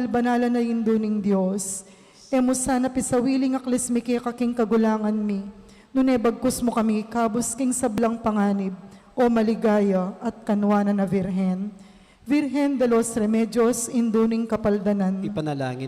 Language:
Pampanga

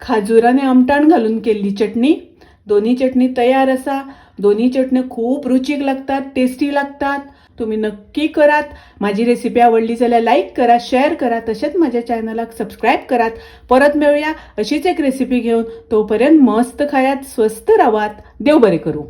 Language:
Konkani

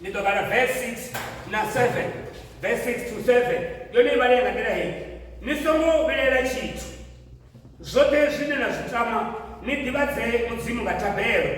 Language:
Venda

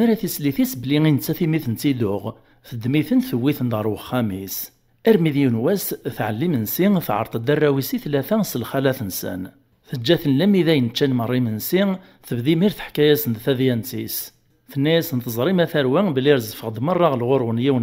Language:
Kabyle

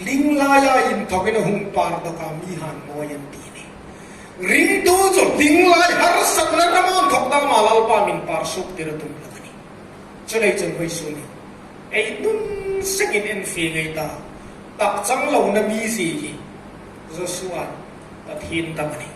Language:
Hmar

